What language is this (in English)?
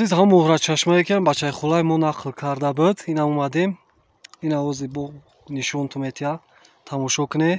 Tajik